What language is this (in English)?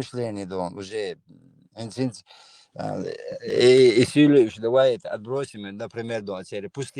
Chechen